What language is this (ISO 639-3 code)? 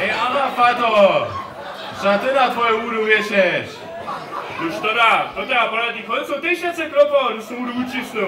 hsb